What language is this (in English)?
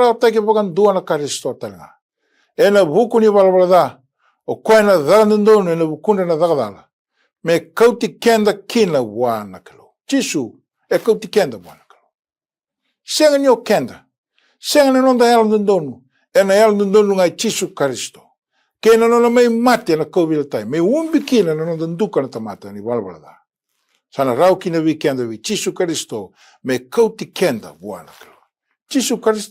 Fijian